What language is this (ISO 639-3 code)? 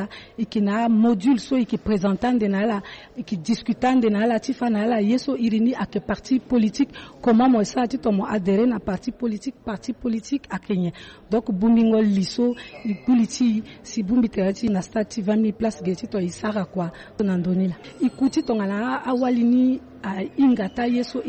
sag